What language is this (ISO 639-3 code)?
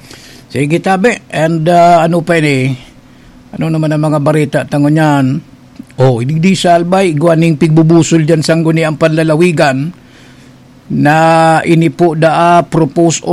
bik